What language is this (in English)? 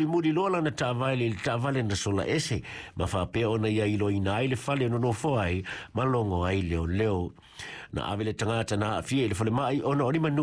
Samoan